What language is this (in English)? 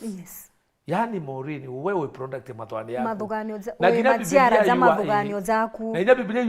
Meru